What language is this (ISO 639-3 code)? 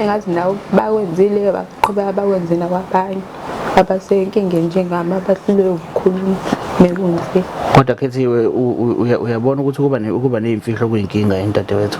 zul